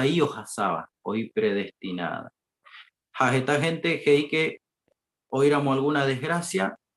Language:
Guarani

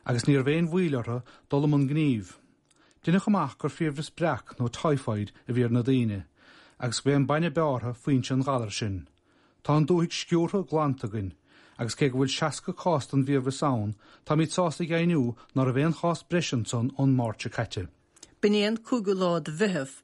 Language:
Irish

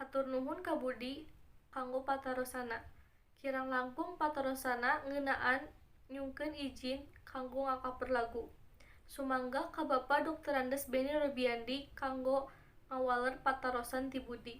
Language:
Sundanese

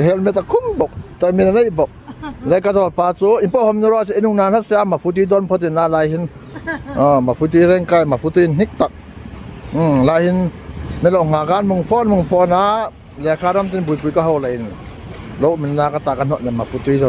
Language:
Hmar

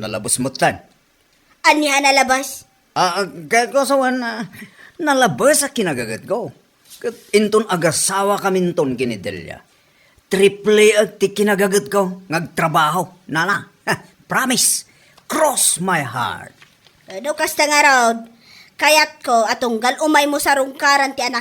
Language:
Iloko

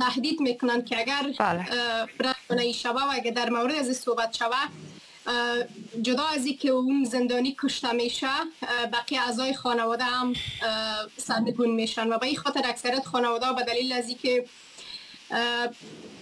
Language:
Persian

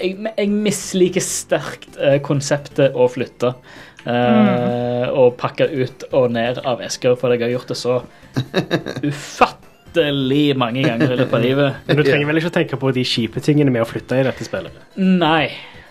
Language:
Norwegian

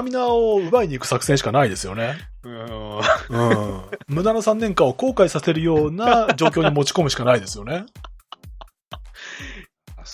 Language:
Japanese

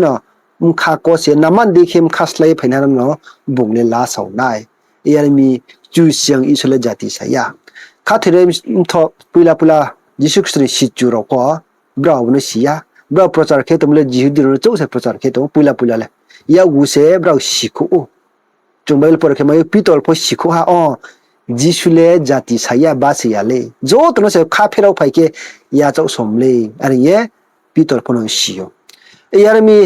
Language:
Riang (India)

